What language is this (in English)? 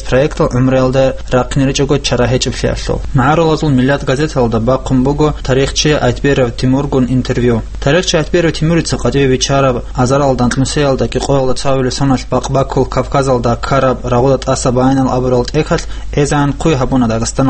Avaric